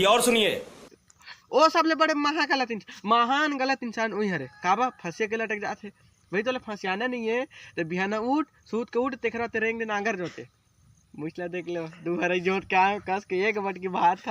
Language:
Chhattisgarhi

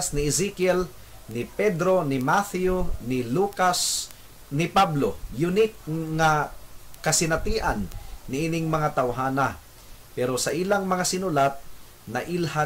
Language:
Cebuano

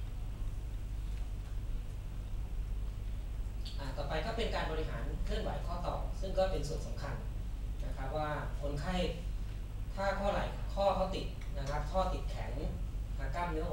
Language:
Thai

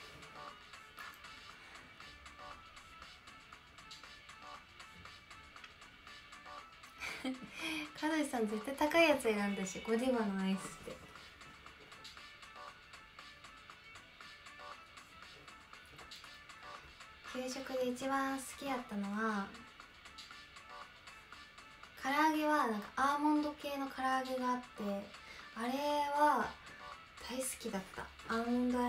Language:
Japanese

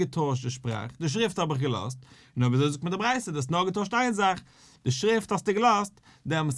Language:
Yiddish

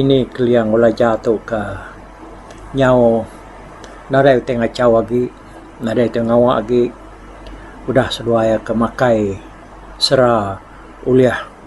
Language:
Iban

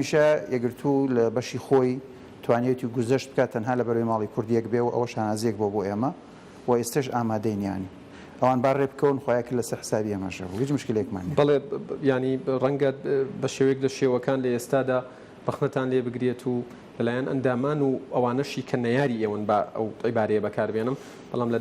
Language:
Central Kurdish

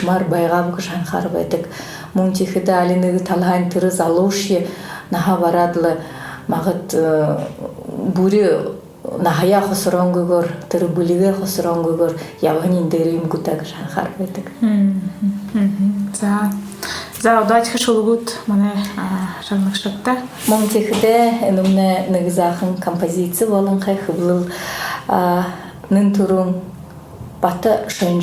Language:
Buriat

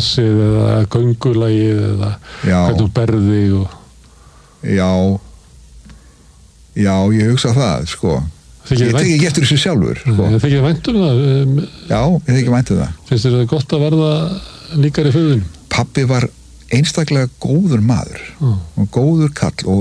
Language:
Icelandic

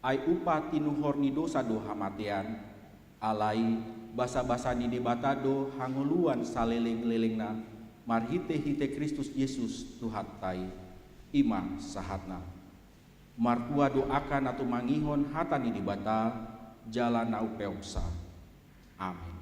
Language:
Batak Toba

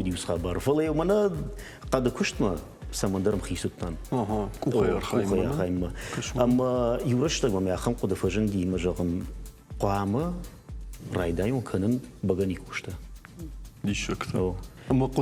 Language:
Ossetic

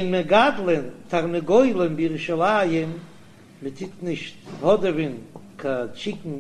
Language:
Yiddish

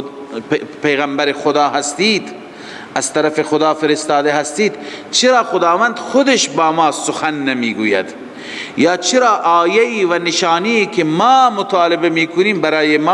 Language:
Persian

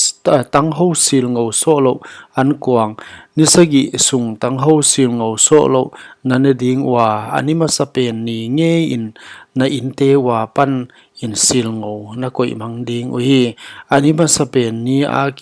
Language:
Paite Chin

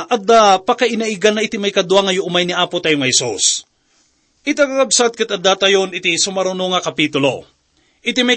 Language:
Iloko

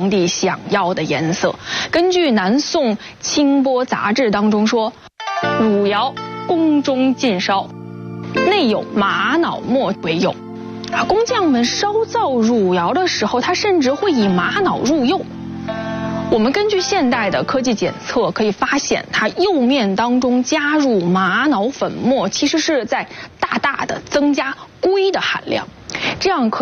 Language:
Chinese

